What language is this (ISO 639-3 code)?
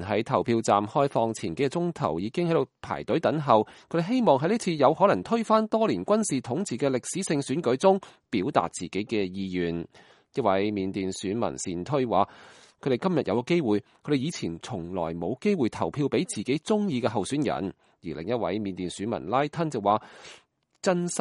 yue